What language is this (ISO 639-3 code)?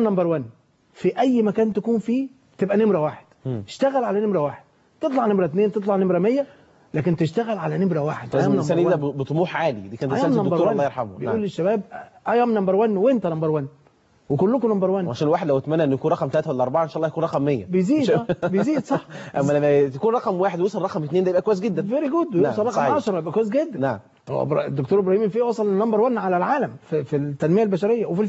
arz